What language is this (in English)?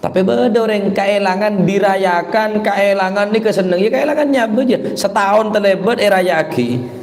Madurese